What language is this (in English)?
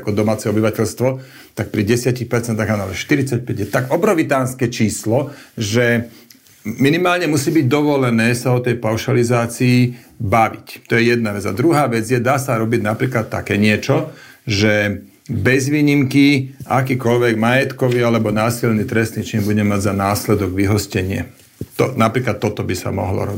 Slovak